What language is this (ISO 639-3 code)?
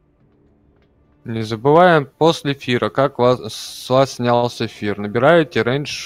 rus